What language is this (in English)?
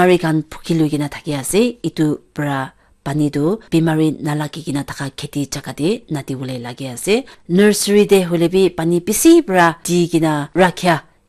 Naga Pidgin